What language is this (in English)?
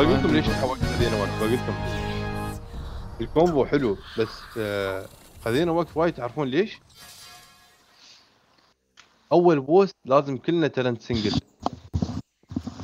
Gulf Arabic